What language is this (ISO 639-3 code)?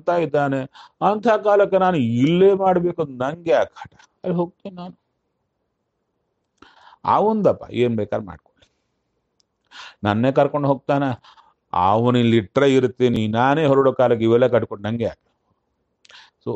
kan